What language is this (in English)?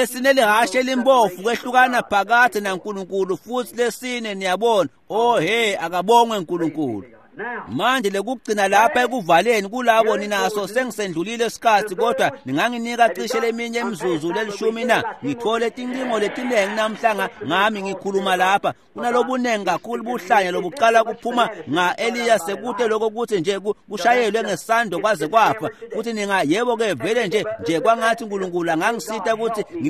Swati